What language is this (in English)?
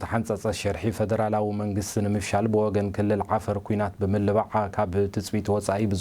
Tigrinya